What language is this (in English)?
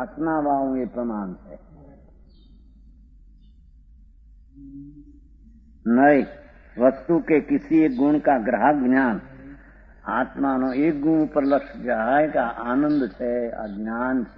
Gujarati